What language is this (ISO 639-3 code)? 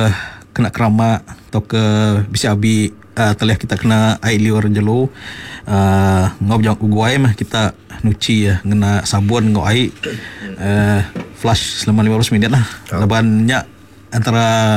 iba